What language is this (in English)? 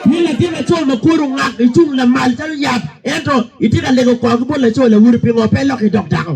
Acoli